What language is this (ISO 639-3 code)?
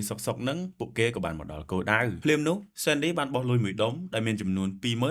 khm